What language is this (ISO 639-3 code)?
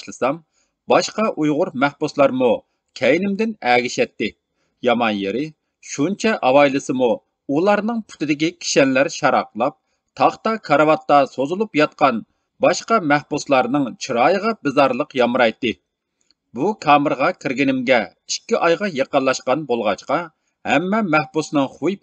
uig